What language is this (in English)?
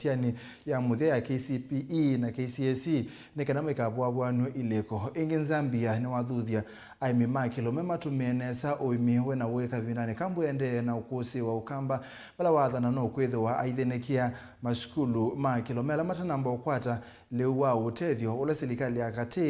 Kamba